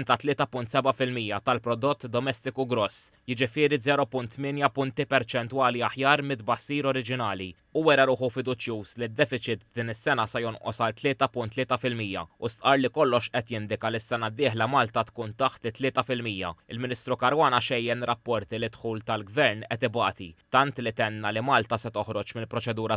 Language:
Maltese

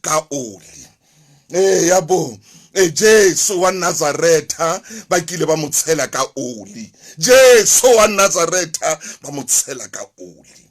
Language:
Southern Sotho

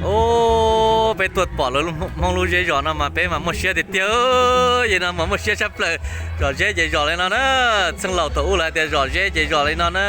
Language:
Hmong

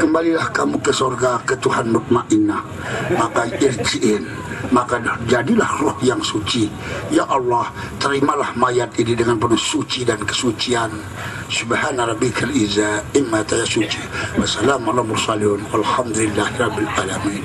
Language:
Sasak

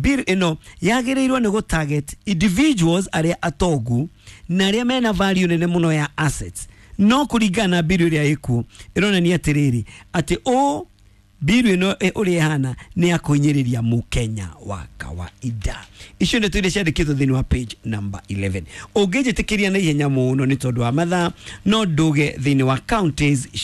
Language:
Kikuyu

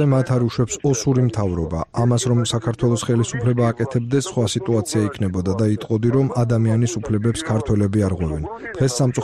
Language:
Georgian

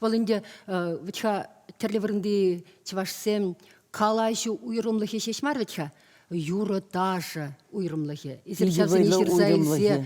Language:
Chuvash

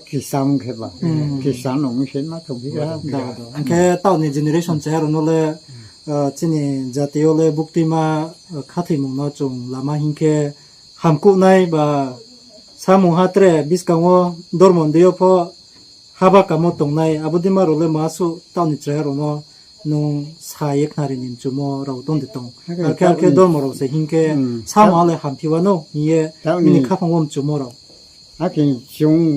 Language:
Riang (India)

